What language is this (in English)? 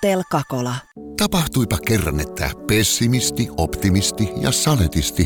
Finnish